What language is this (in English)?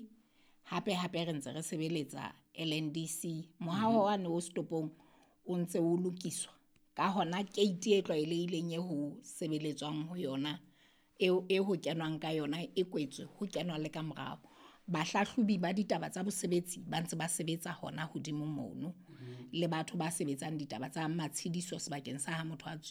Southern Sotho